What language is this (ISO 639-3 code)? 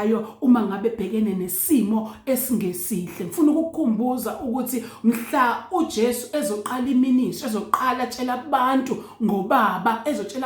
zul